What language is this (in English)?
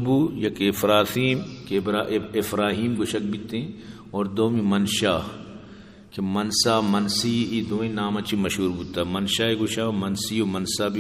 Eastern Balochi